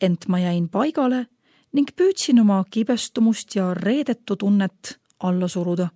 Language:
Estonian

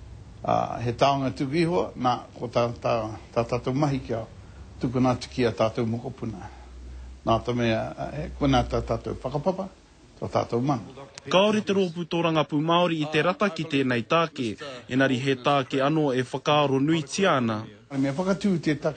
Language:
Māori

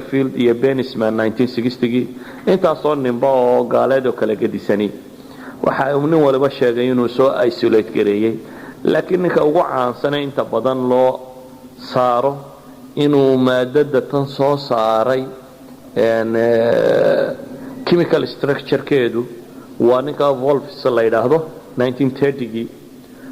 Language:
Somali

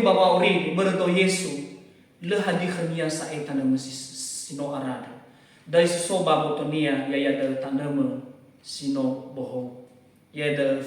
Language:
Nias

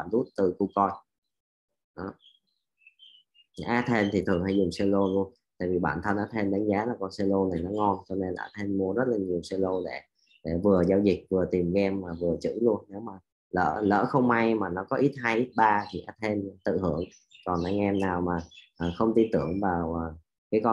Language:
Vietnamese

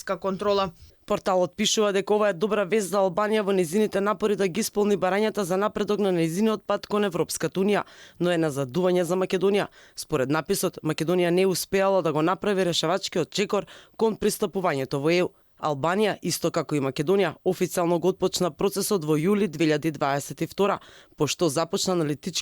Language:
Macedonian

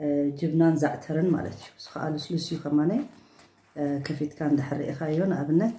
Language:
Tigrinya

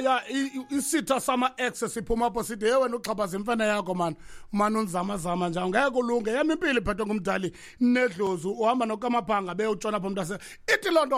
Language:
Xhosa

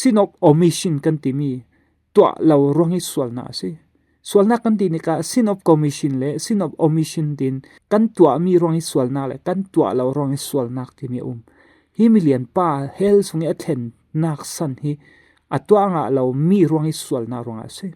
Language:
Falam Chin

